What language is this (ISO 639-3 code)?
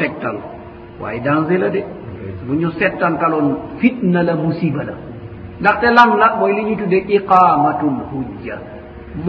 wol